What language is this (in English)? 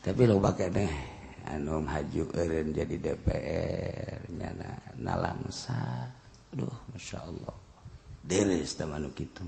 Sundanese